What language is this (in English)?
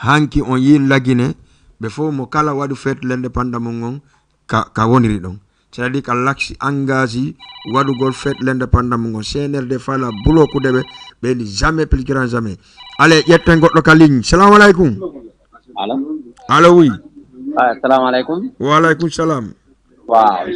Fula